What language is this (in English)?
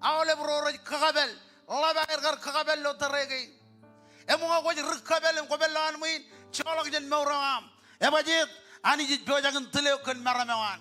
Marshallese